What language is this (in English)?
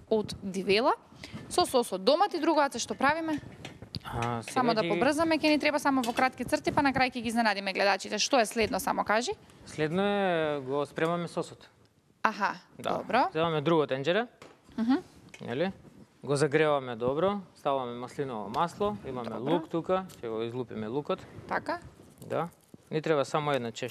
Macedonian